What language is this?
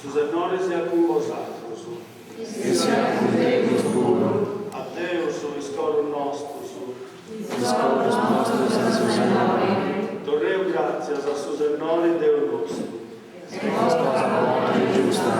Sardinian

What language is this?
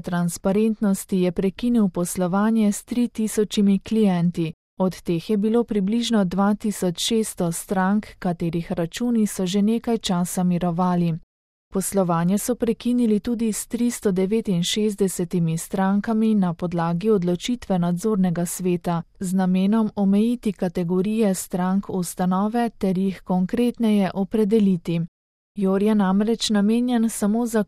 Slovenian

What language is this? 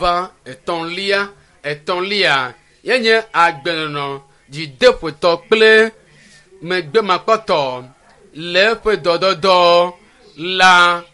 Ewe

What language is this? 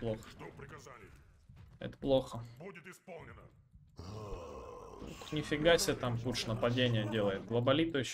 Russian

